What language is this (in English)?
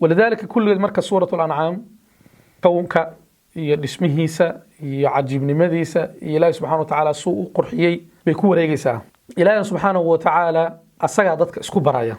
Somali